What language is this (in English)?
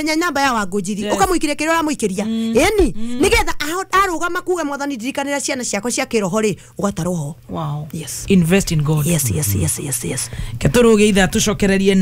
Kikuyu